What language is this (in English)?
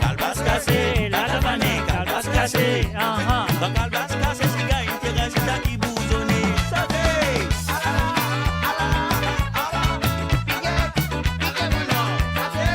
Morisyen